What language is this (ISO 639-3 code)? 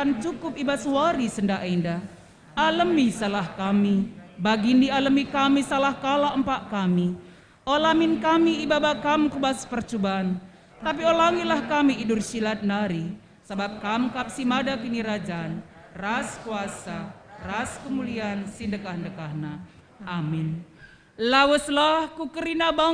btx